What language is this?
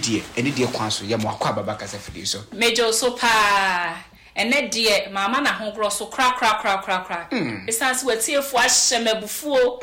Akan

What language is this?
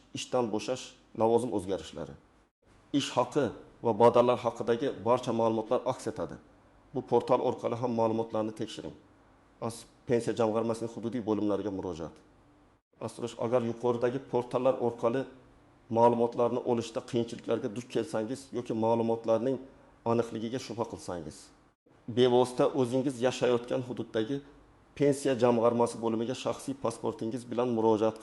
Uzbek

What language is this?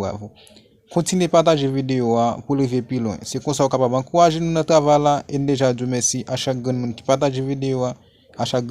Haitian Creole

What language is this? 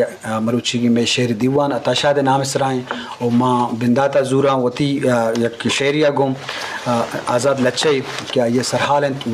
Eastern Balochi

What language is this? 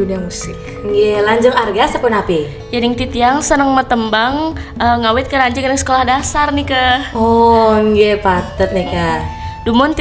Balinese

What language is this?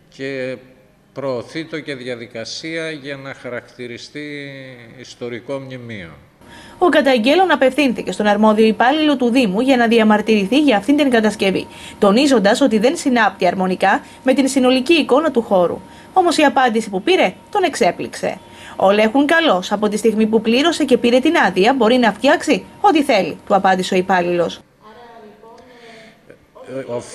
Greek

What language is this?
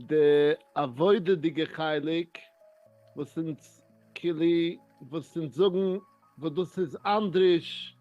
Yiddish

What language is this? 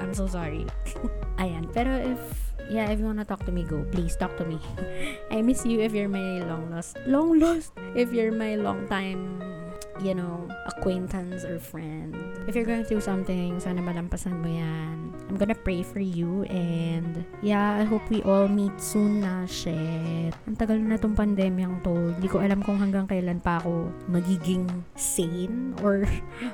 Filipino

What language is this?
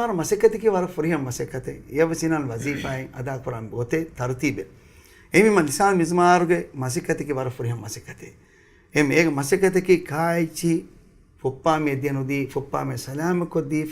Divehi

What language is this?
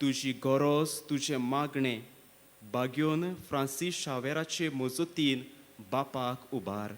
Konkani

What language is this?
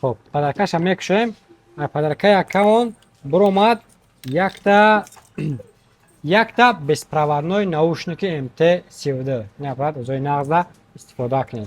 Tajik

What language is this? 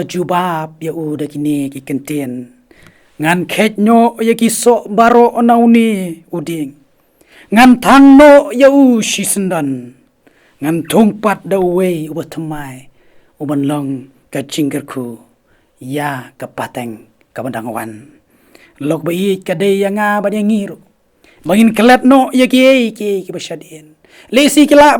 Khasi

